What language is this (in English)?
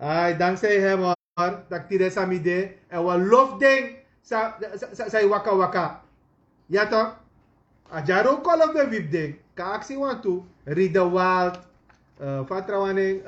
Sranan Tongo